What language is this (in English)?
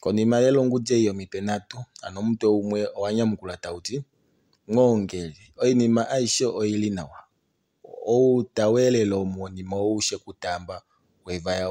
Kuanyama